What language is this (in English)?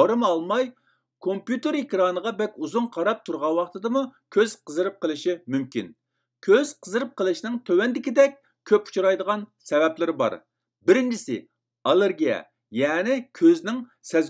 Uyghur